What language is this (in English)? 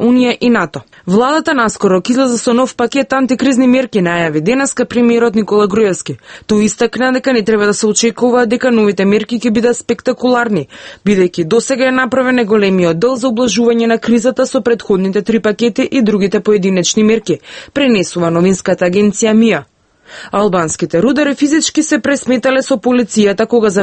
Macedonian